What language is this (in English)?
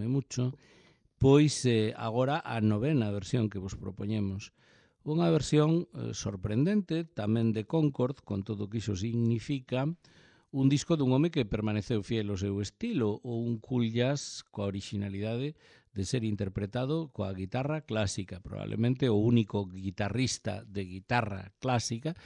Galician